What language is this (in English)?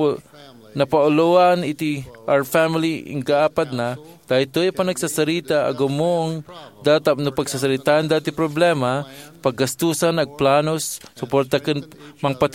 Iloko